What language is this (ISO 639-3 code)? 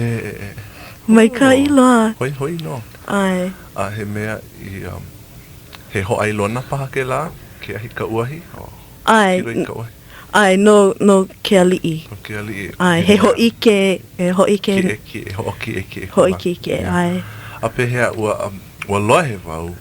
haw